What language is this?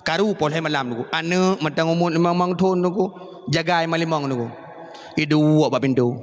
Achinese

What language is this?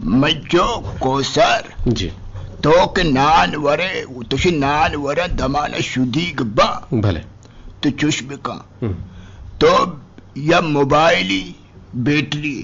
Eastern Balochi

